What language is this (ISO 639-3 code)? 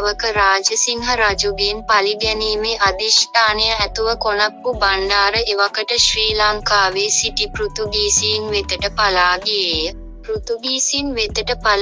sin